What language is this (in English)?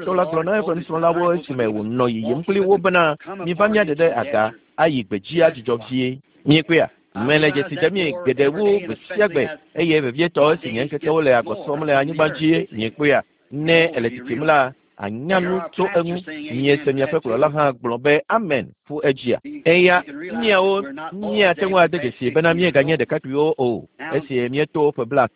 Ewe